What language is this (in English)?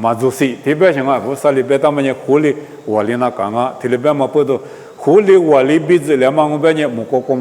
Lisu